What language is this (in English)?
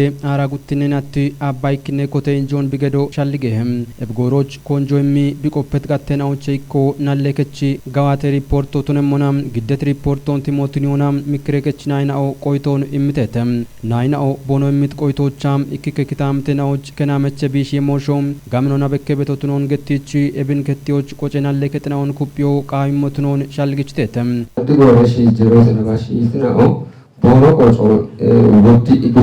Kafa